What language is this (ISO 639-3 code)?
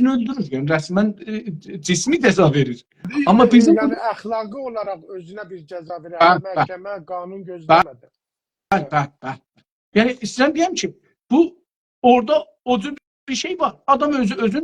azb